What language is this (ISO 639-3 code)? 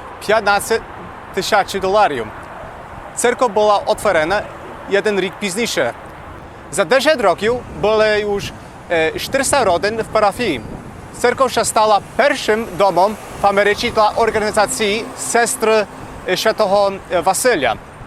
rue